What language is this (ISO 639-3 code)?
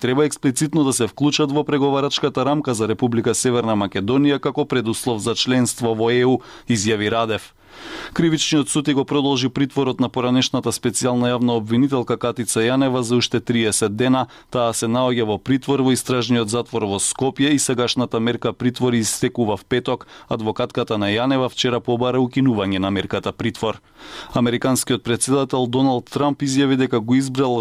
mkd